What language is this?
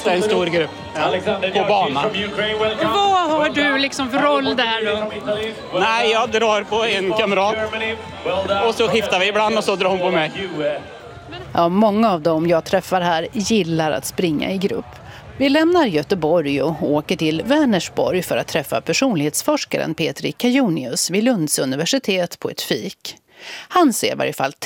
Swedish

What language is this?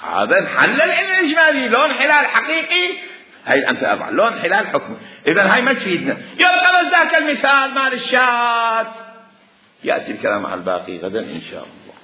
Mesopotamian Arabic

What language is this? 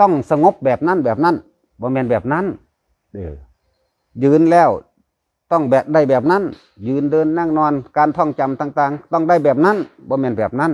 Lao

